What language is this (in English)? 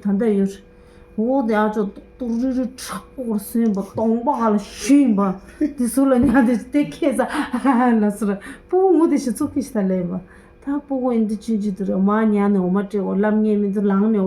Tibetan